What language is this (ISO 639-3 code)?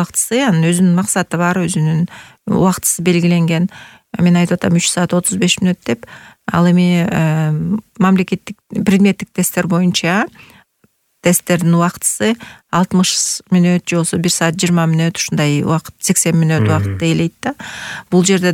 kir